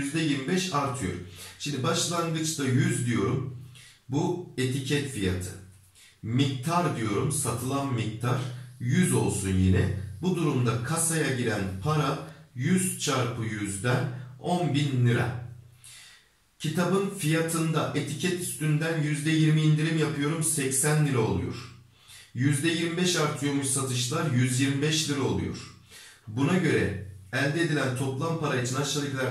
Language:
Turkish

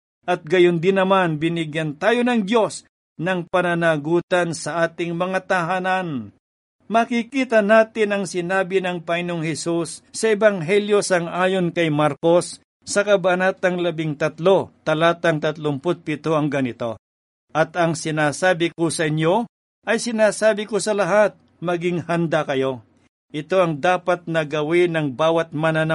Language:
Filipino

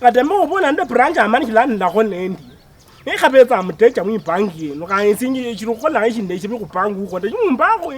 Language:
Luyia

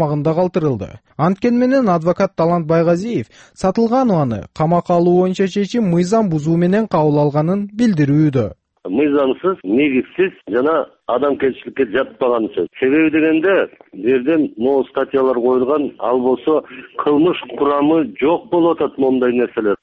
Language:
Kyrgyz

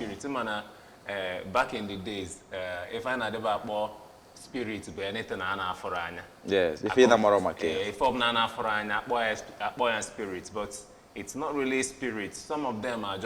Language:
Igbo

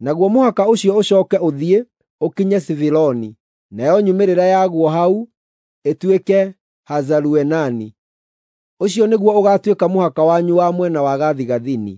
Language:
Kikuyu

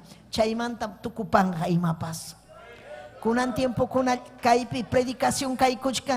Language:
Ayacucho Quechua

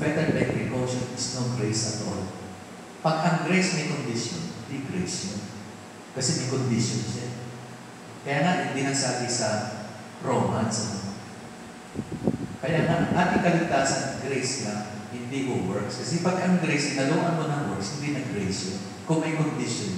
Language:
Filipino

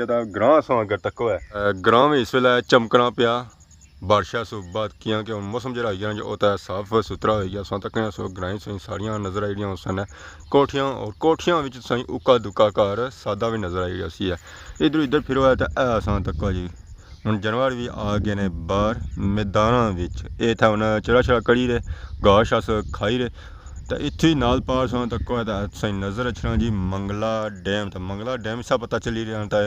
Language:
Pahari-Potwari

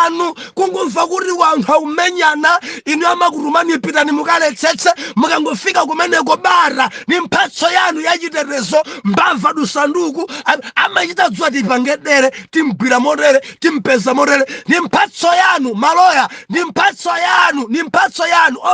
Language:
Nyanja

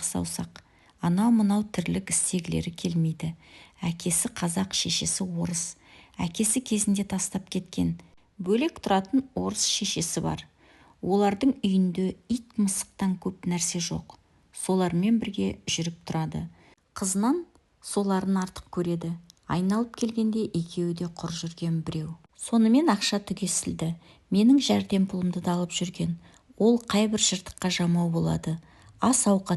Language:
Kazakh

